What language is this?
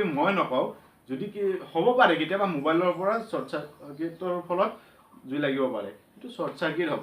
Assamese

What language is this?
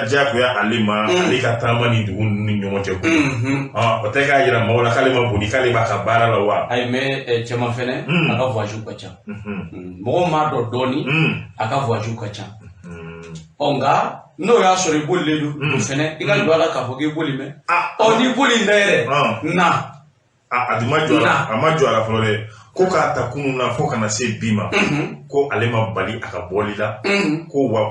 Bambara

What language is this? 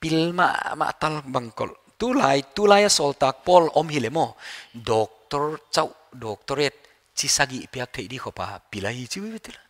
Paite Chin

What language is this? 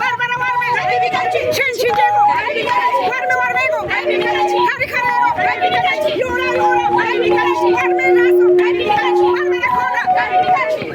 Imbabura Highland Quichua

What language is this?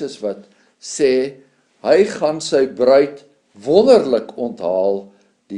Afrikaans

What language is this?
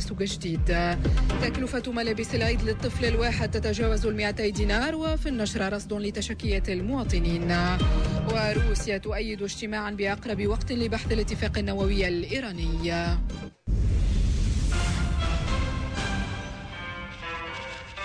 Tunisian Arabic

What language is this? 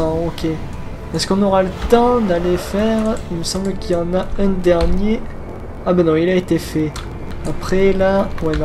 French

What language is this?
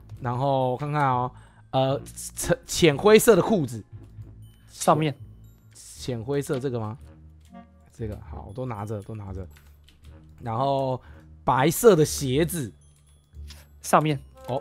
Chinese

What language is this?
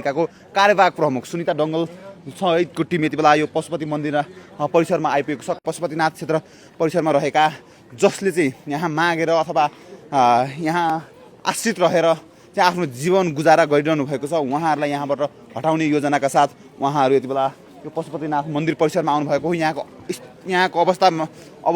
Nepali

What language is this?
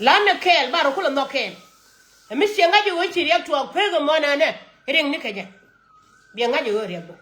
Nuer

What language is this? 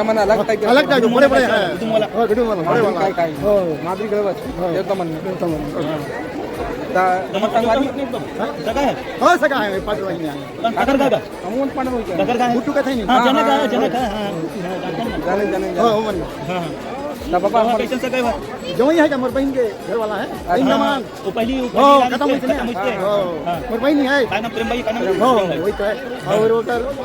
Chhattisgarhi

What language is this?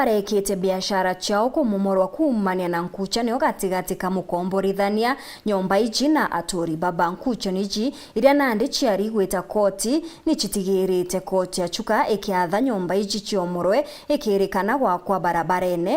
Meru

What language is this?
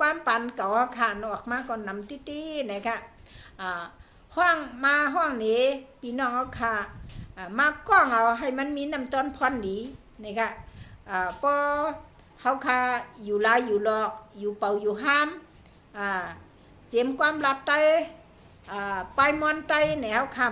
Shan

